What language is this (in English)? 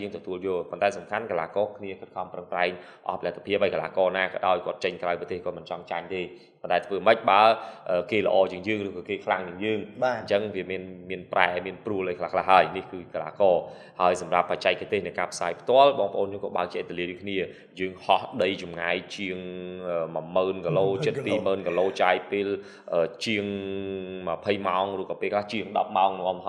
Khmer